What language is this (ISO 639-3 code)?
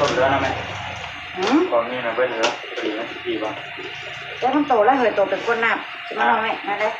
tts